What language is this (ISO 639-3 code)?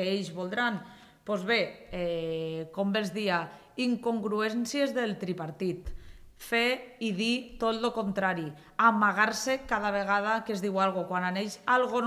cat